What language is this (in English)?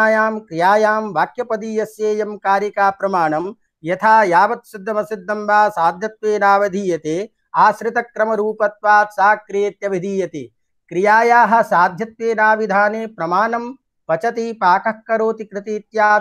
Sanskrit